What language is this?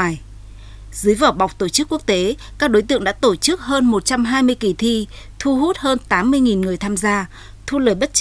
Vietnamese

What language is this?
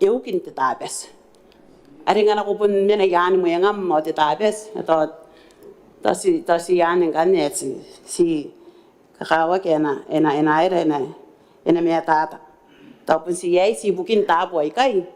Gilbertese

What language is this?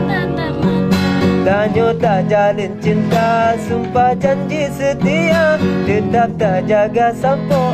Achinese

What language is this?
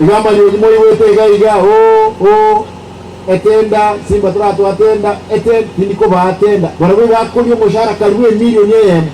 Gusii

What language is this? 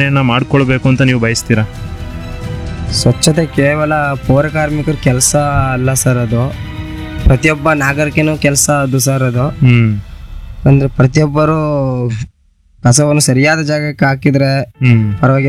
Kannada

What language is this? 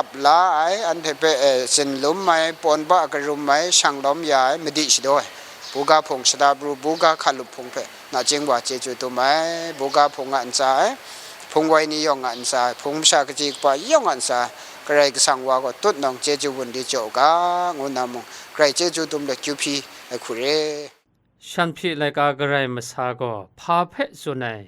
Kachin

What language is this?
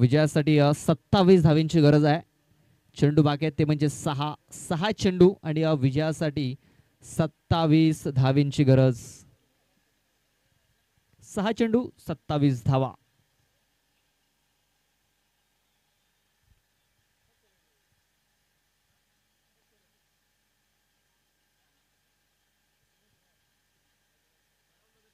Marathi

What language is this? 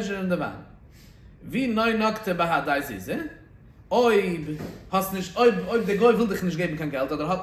Yiddish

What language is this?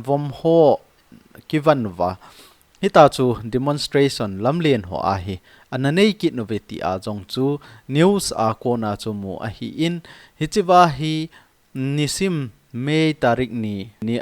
Thado Chin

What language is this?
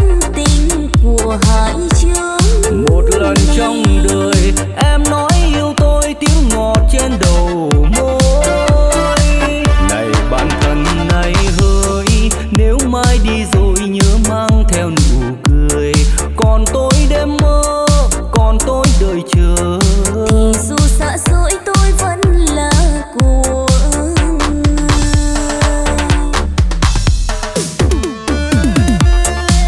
Vietnamese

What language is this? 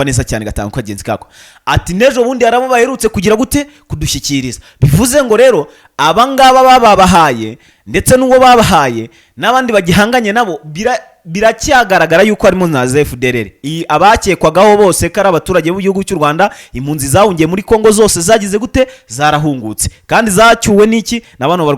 Kinyarwanda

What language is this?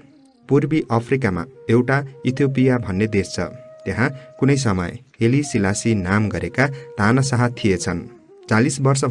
Nepali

